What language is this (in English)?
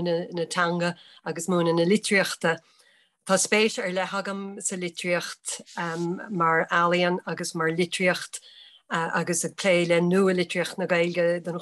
Irish